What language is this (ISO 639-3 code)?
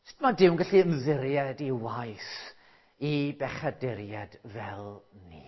cym